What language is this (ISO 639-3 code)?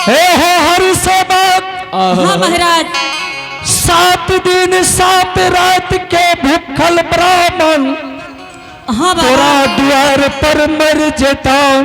anp